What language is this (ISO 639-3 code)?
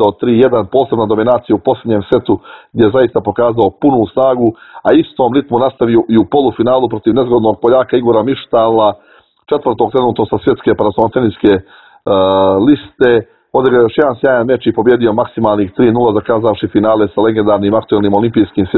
srp